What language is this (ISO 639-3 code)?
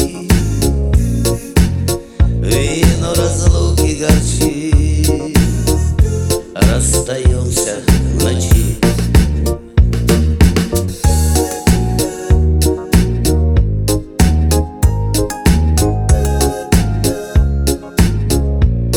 rus